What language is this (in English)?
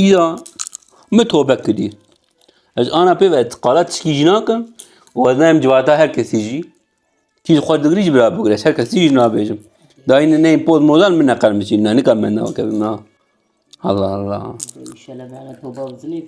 Kurdish